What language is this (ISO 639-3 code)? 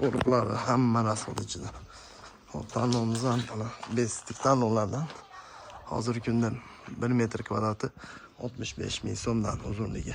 uzb